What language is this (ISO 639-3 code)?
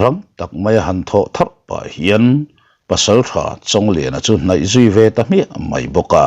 lus